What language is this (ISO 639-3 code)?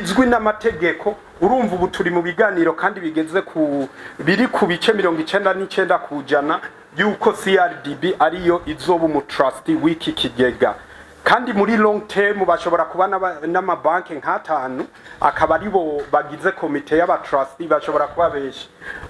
run